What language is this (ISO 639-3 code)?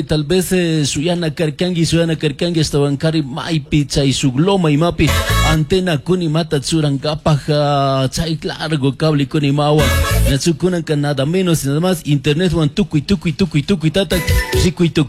qug